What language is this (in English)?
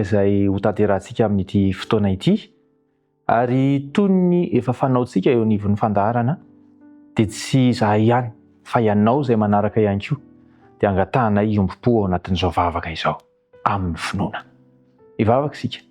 Malagasy